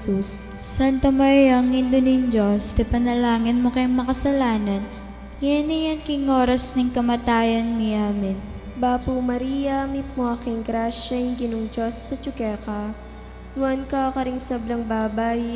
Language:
Pampanga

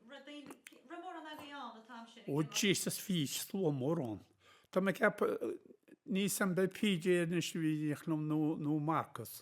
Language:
Irish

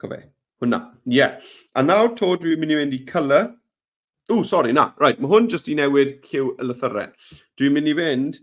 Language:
Welsh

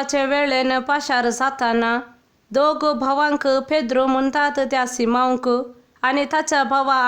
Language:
Konkani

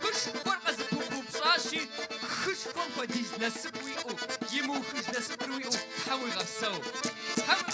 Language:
Kabardian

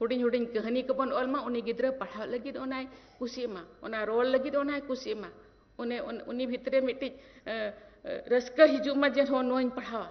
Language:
Santali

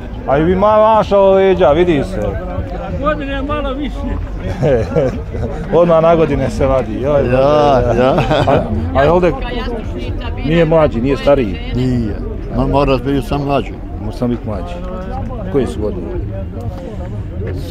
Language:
Bosnian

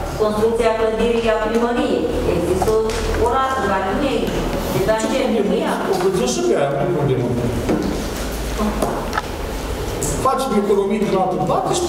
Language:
Romanian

